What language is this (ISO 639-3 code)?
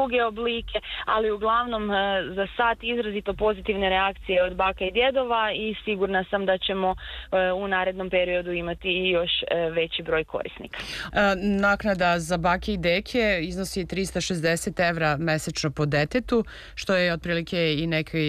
srp